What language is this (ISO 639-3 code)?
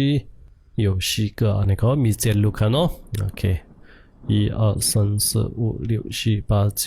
shn